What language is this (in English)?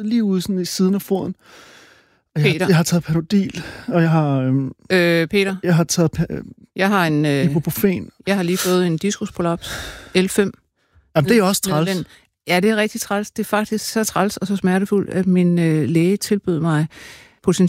Danish